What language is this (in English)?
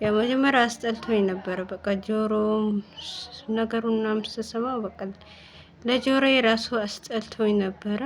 Amharic